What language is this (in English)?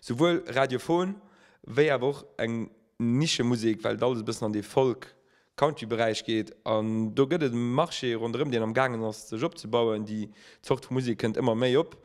Luxembourgish